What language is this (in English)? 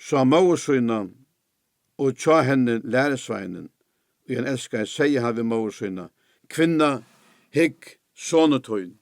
Faroese